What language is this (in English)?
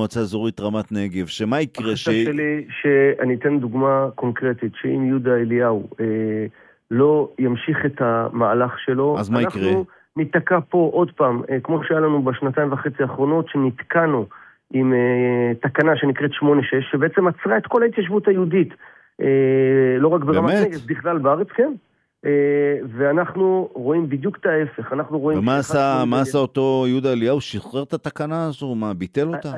Hebrew